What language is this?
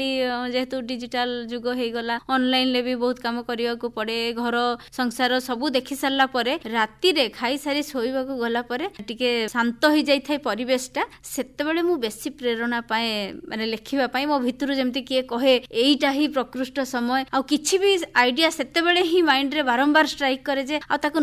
Odia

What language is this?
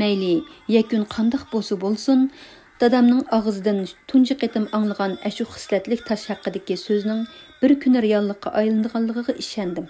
Uyghur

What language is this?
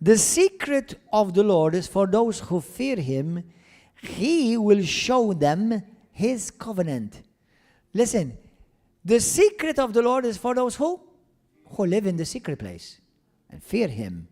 English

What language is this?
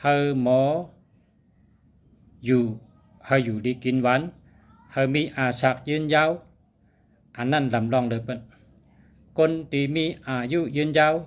Shan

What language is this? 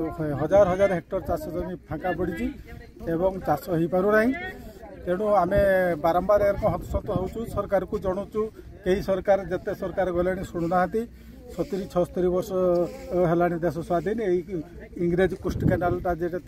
Odia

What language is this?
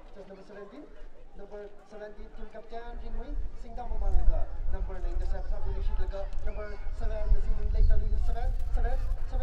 Tangkhul Naga (India)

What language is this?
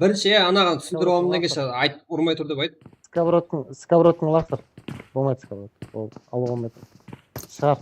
Kara-Kalpak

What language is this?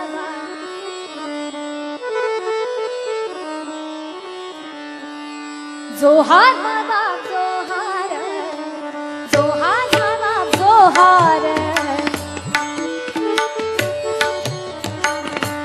Marathi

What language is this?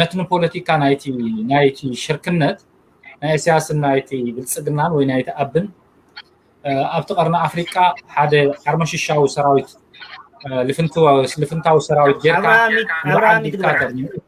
Tigrinya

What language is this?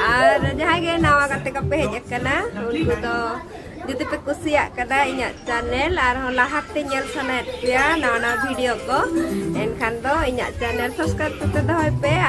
Santali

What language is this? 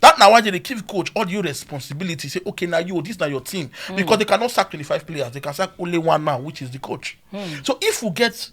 Nigerian Pidgin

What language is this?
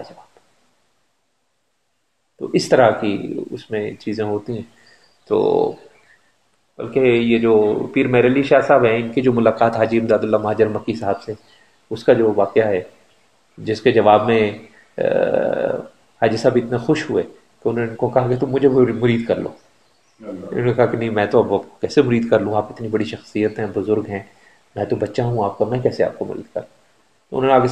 Urdu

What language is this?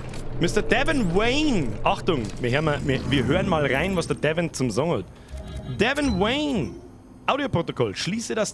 Bavarian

